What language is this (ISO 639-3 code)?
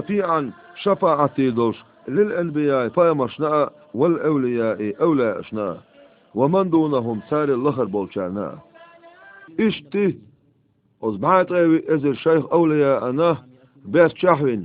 che